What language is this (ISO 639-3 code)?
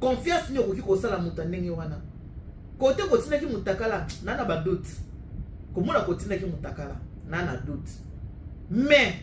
lin